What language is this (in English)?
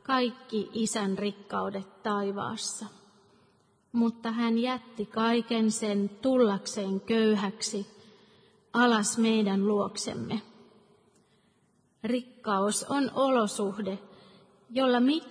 Finnish